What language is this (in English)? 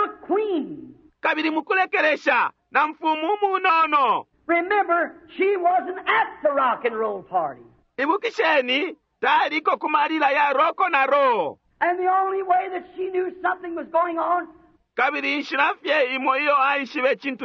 Bemba